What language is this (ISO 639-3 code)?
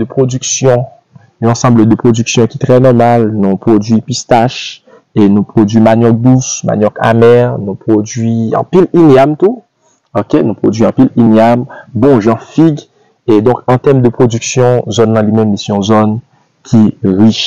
hat